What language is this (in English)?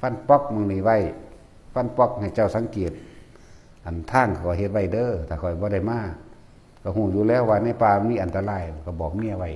Northeastern Thai